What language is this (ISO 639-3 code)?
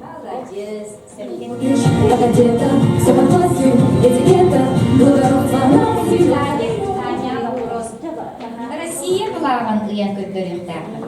sah